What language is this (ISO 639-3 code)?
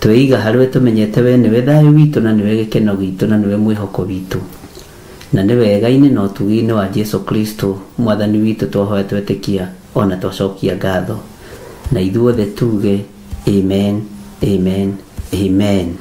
kik